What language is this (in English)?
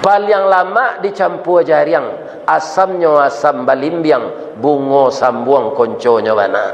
Minangkabau